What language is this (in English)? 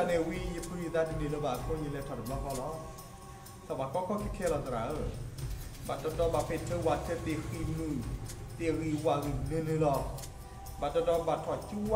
S'gaw Karen